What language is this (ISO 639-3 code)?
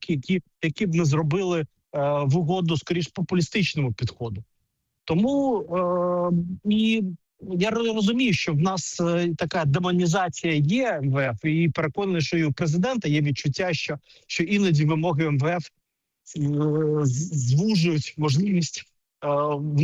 ukr